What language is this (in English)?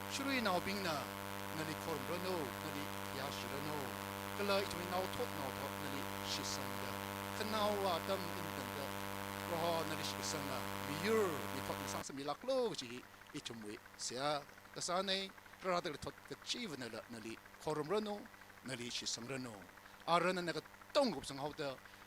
Tangkhul Naga (India)